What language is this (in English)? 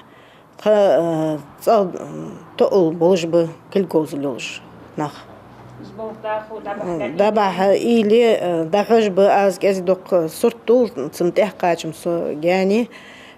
Ingush